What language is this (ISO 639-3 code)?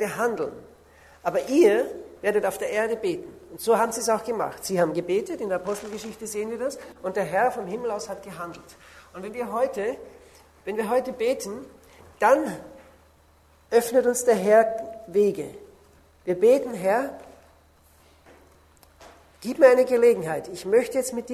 deu